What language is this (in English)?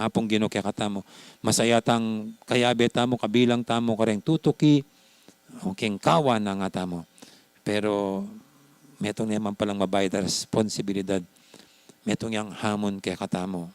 Pampanga